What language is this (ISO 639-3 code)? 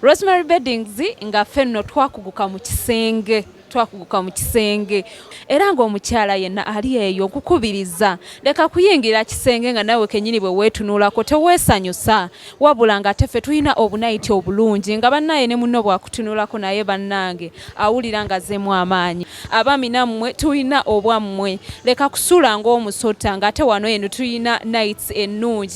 lug